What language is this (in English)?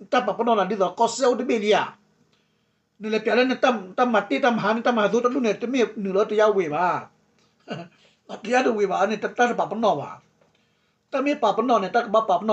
S'gaw Karen